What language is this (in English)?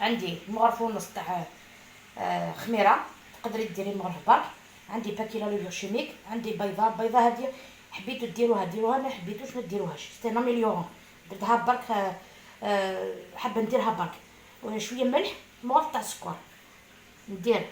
Algerian Arabic